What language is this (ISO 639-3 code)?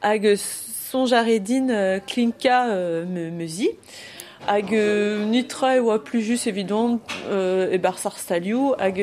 bre